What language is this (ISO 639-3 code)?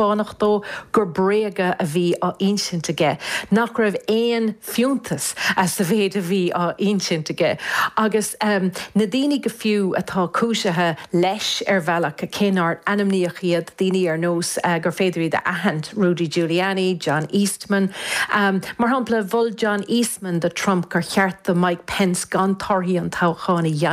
gle